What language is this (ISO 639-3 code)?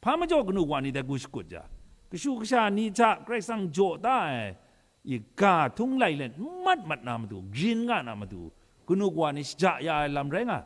kac